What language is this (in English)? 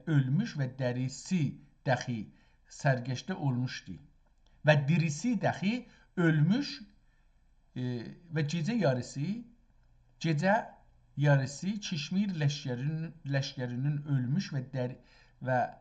South Azerbaijani